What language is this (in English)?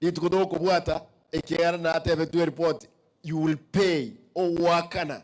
Gusii